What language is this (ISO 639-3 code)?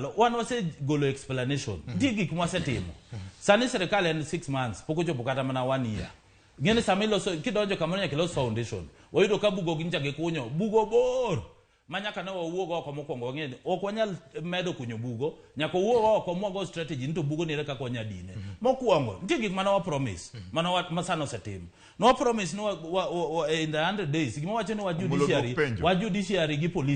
luo